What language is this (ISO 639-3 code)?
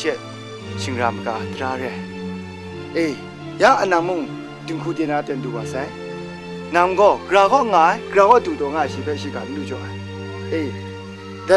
kac